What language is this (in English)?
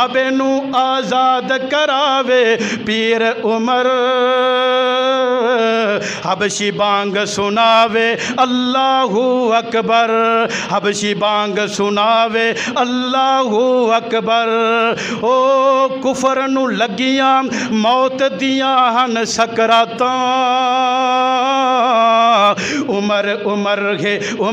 Western Panjabi